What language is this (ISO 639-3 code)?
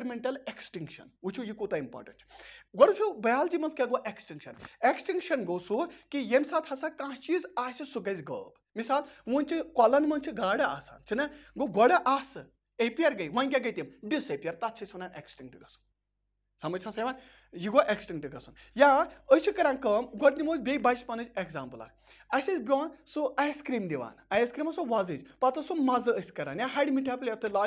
kas